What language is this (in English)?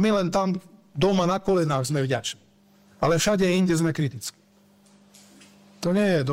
Slovak